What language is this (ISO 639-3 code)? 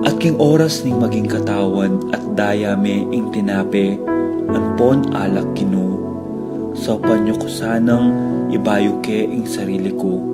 pam